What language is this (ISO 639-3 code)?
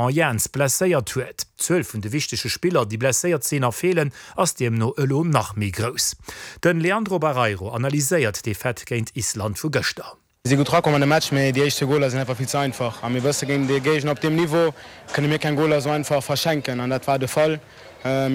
ltz